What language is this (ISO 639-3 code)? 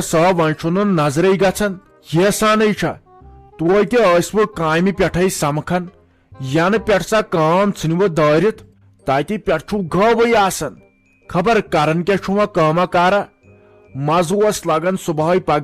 kas